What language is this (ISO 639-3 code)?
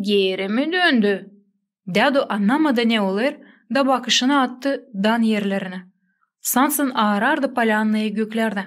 gag